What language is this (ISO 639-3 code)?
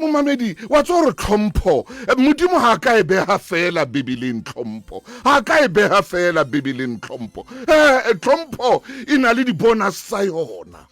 sot